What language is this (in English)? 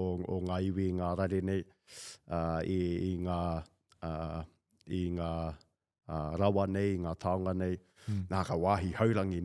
Māori